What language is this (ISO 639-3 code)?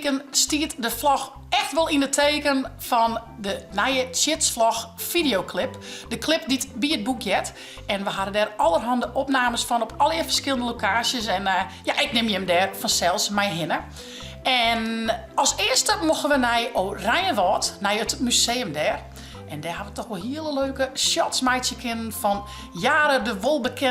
fry